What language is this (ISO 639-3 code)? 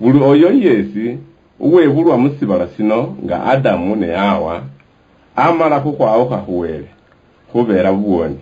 luy